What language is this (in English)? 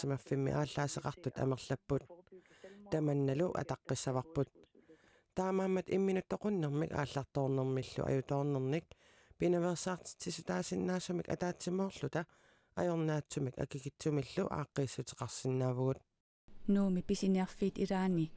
Kalaallisut